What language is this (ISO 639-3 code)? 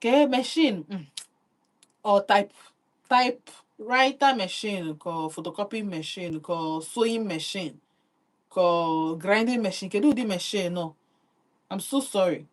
ibo